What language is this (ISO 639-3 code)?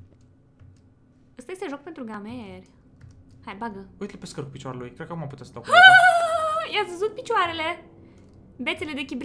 ron